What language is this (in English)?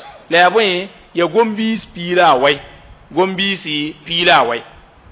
Mossi